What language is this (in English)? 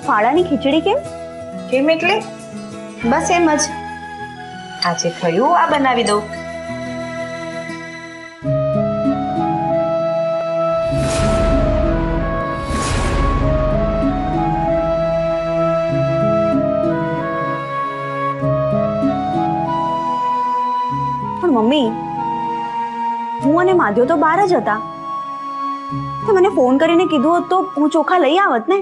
Gujarati